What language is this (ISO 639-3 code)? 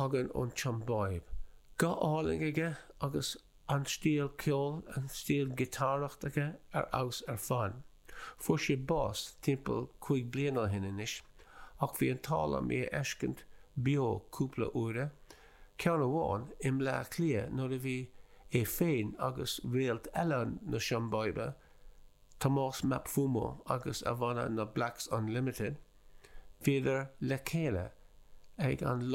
gle